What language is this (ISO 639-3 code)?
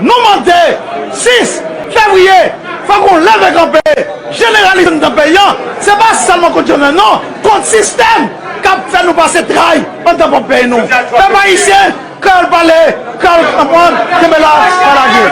hat